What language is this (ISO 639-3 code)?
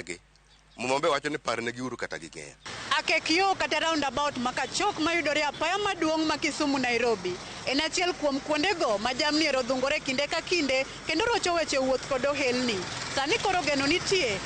luo